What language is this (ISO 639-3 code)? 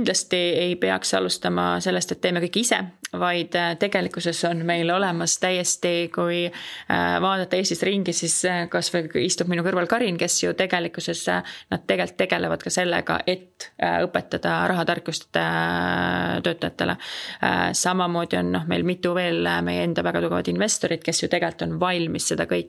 est